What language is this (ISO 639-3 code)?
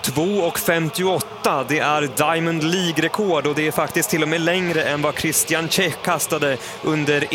swe